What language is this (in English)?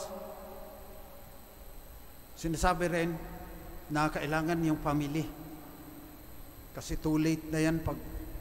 Filipino